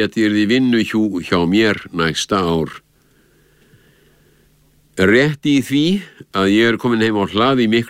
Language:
Icelandic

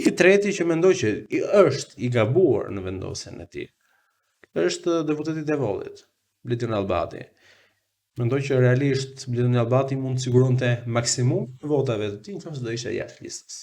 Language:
Albanian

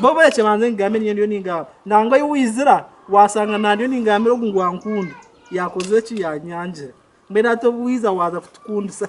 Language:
Nyankole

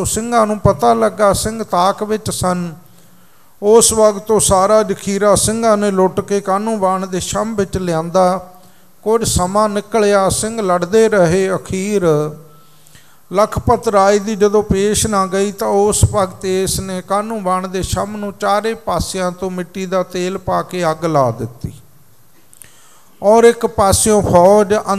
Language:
Punjabi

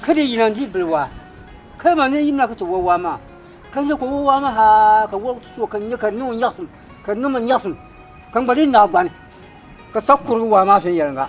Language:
Dagbani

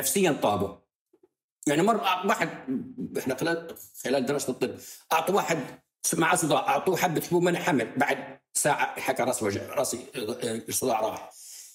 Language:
North Levantine Arabic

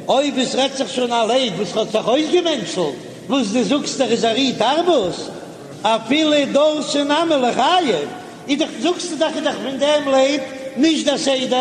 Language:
Yiddish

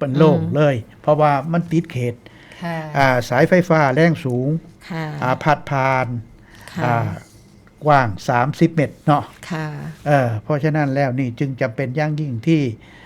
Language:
Northeastern Thai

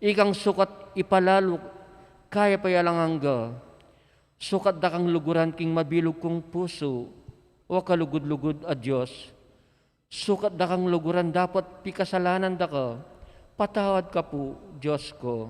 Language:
Pampanga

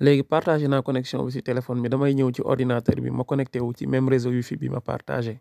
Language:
Wolof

